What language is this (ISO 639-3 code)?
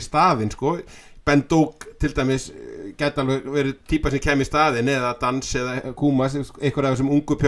isl